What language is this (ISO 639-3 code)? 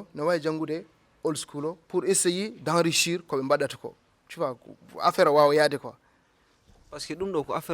ful